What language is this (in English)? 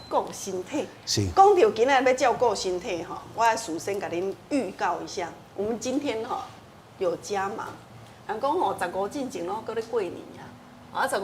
Min Nan Chinese